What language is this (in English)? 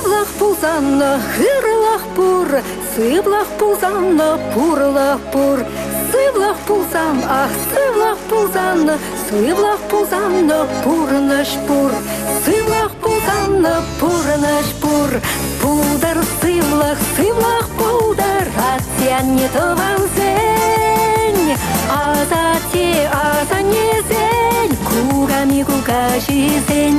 Chuvash